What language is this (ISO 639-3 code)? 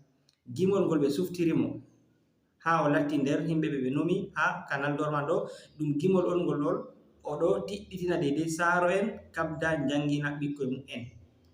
ful